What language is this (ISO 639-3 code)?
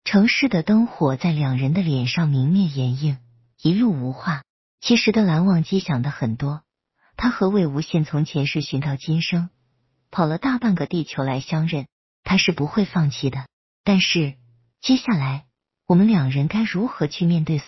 zho